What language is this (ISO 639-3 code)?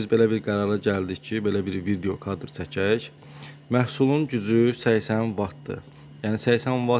aze